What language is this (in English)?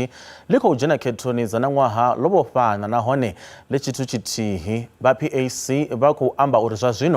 Venda